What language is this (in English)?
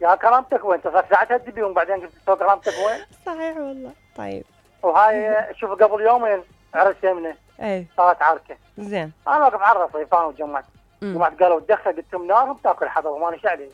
Mesopotamian Arabic